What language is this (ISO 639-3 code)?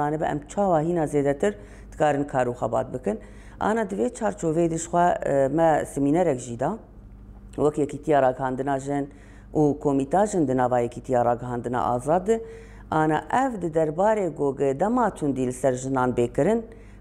kur